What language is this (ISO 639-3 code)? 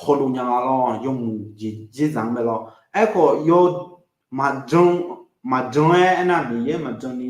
ahk